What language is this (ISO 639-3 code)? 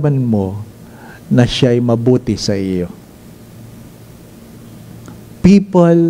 fil